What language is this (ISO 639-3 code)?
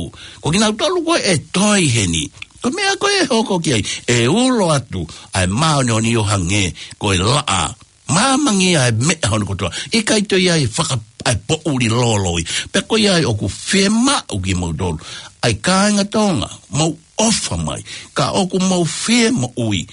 ton